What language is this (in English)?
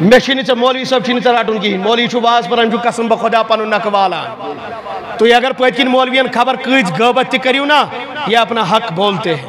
Kashmiri